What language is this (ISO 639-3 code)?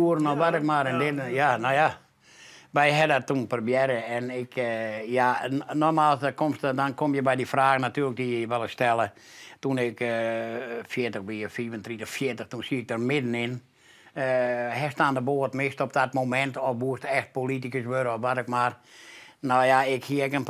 fry